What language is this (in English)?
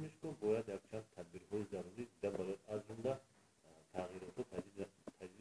Tajik